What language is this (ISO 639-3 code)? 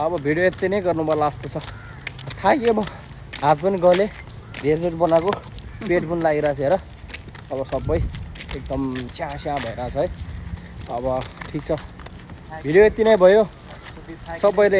nep